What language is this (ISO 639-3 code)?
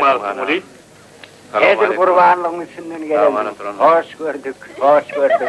tuk